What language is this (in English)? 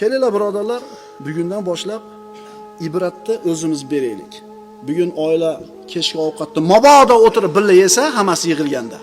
Uzbek